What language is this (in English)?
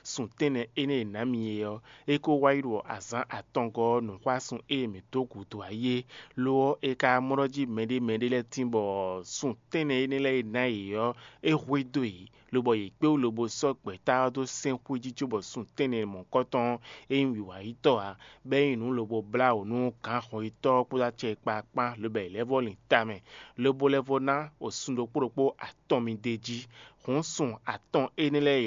Fon